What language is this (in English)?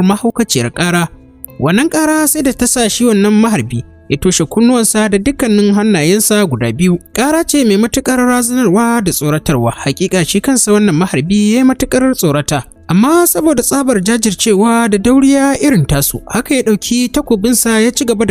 Hausa